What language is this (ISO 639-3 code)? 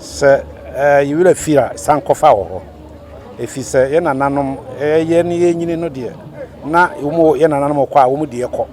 aka